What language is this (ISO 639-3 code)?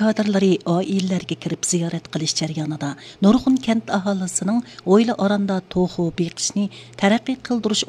uig